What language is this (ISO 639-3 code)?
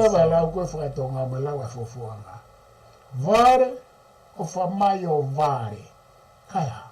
ton